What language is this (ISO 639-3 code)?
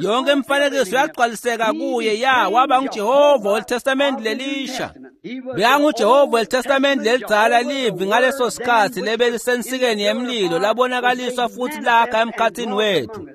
ssw